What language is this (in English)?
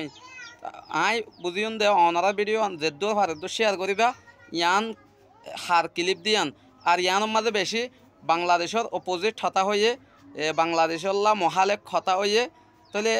Rohingya